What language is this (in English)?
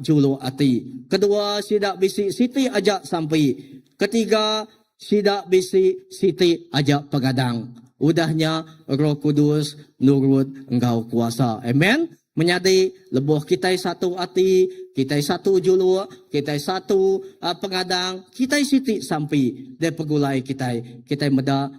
Iban